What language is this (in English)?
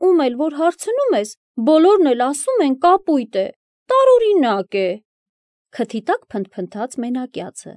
Armenian